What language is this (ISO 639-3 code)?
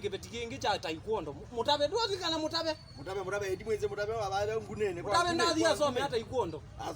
kam